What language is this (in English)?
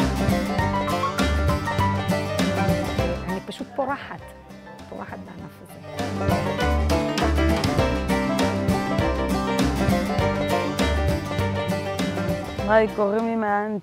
Hebrew